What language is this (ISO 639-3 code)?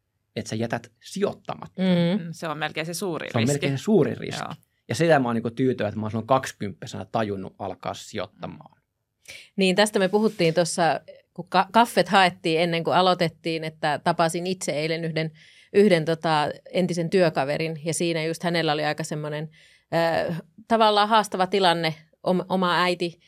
fin